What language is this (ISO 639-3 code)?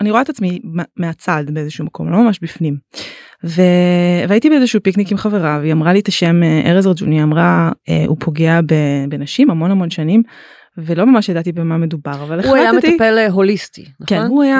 heb